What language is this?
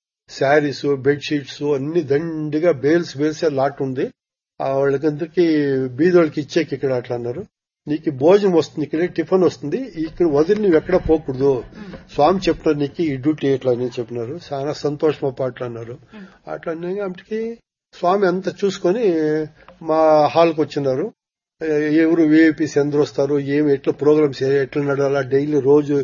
Telugu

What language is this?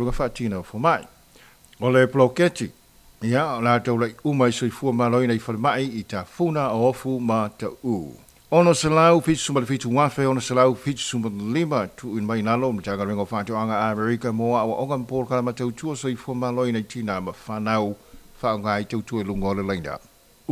Samoan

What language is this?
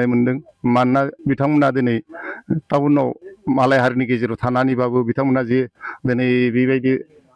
Bodo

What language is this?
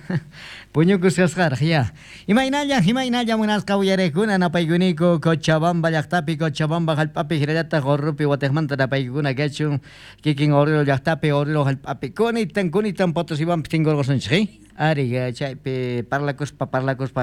South Bolivian Quechua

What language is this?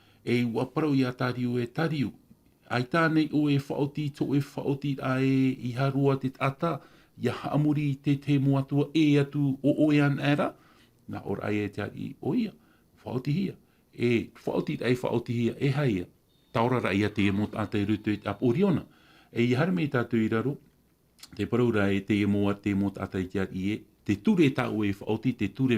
Tahitian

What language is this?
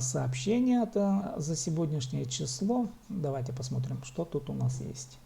Khakas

